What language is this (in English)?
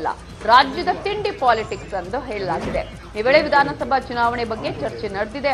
Kannada